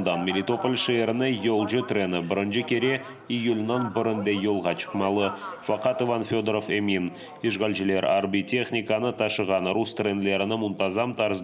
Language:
Crimean Tatar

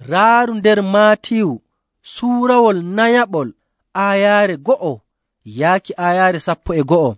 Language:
Nigerian Fulfulde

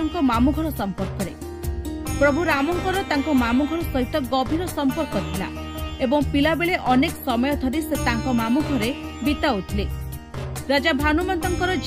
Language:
Odia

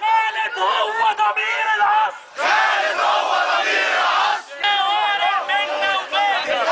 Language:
Egyptian Arabic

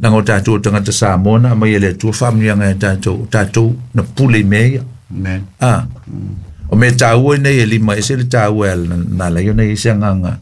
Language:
Samoan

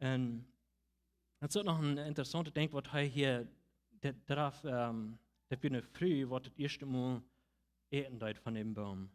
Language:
Plautdietsch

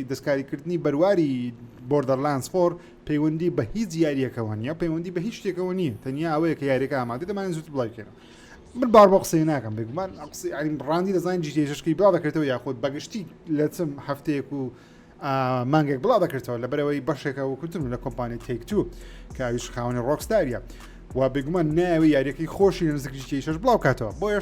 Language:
Central Kurdish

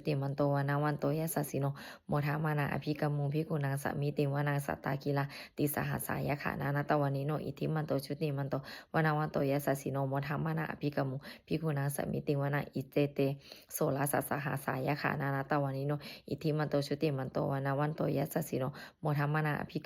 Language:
Pali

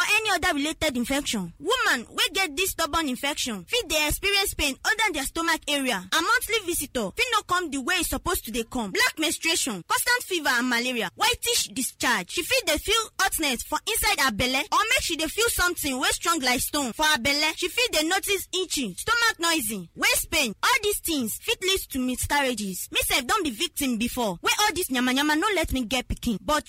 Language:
Nigerian Pidgin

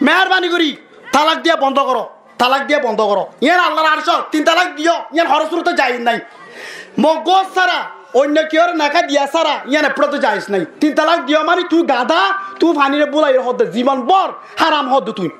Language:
Rohingya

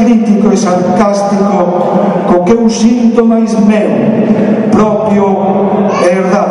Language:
Galician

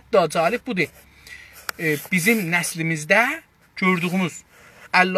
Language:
South Azerbaijani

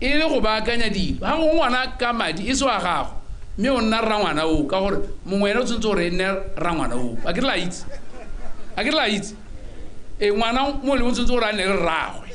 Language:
Tswana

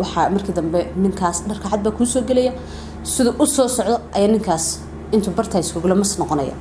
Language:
Somali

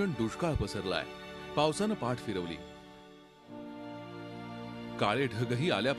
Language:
Marathi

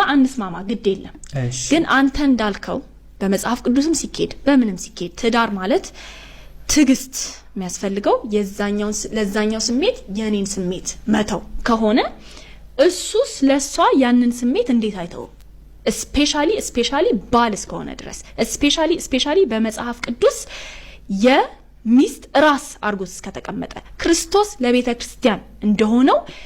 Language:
Amharic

